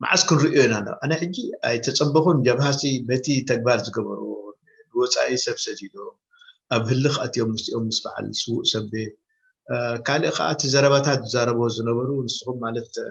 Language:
Tigrinya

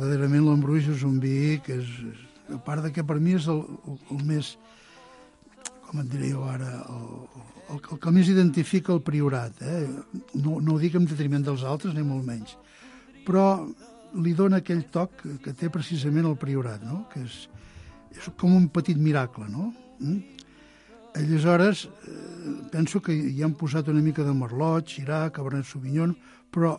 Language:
Catalan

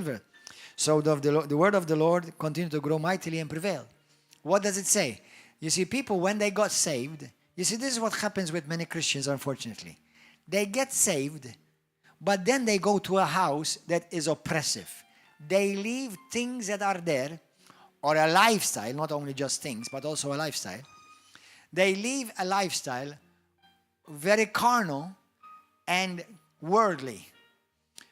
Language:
English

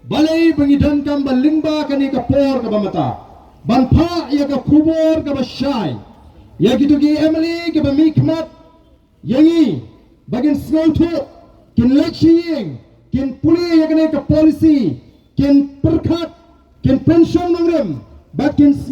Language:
Khasi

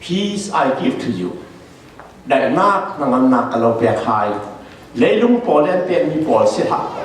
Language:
Falam Chin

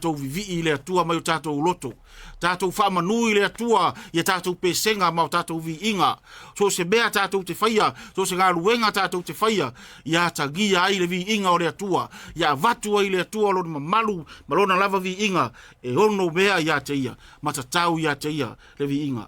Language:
Samoan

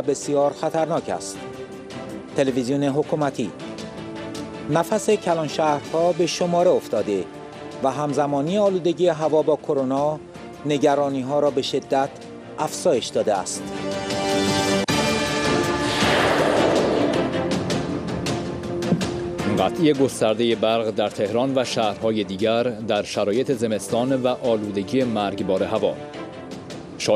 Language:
Persian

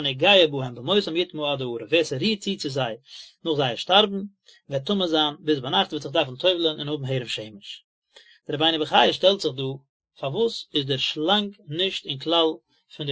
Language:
Yiddish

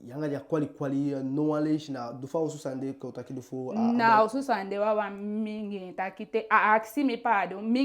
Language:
Eastern Maroon Creole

